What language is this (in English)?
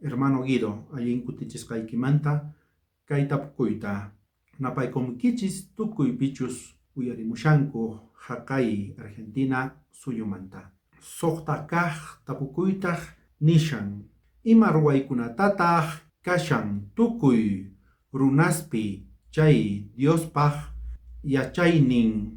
South Bolivian Quechua